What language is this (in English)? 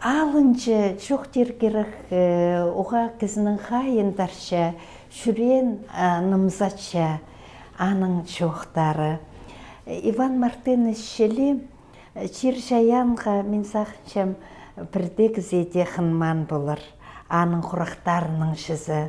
Khakas